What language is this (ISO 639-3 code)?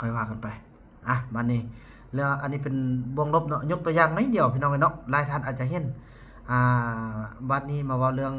tts